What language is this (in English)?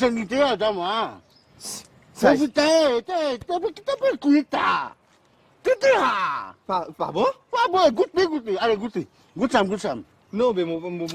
Morisyen